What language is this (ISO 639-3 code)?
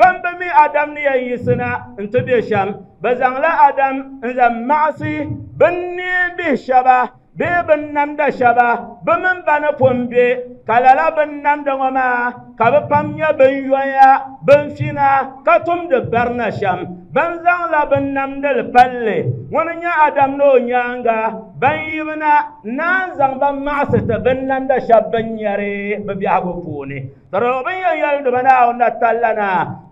dag